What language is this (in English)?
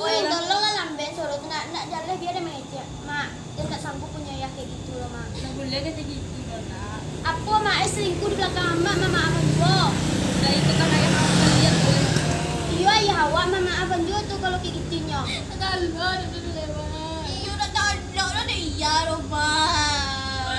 Minangkabau